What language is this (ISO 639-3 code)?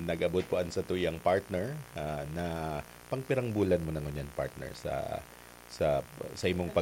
bik